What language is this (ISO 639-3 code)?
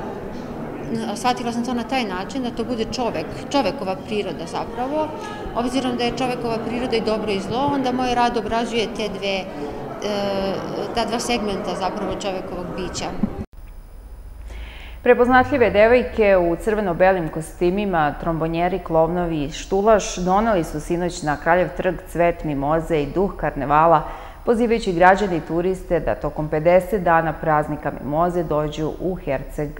srp